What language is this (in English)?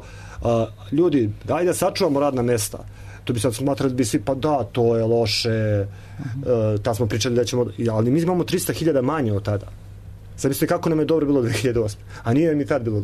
Serbian